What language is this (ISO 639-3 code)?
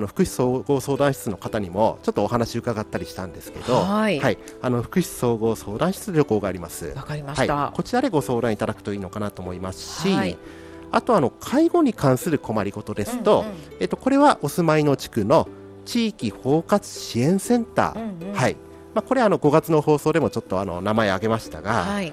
jpn